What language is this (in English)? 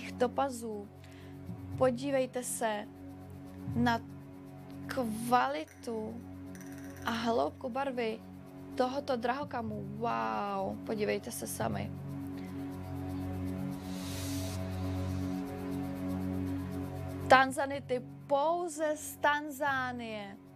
Czech